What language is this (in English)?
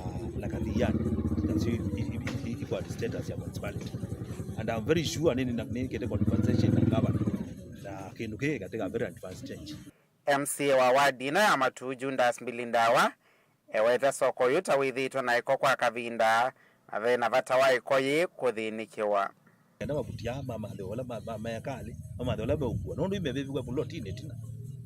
Kamba